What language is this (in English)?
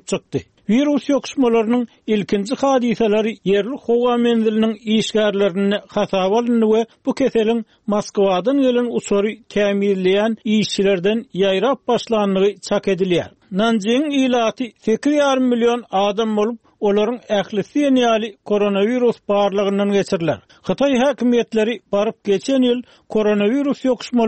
Turkmen